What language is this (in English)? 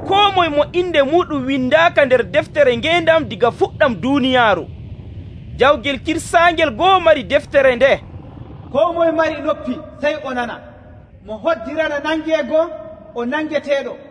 Nigerian Fulfulde